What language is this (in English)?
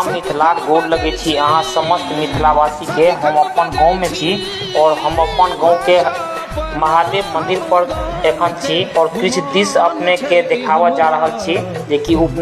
Maithili